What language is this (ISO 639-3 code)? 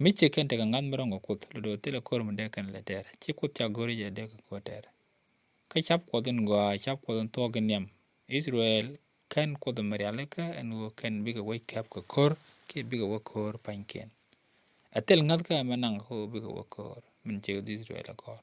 nus